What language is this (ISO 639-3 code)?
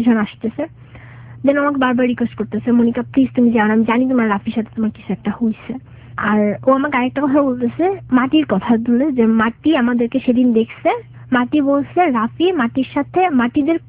ben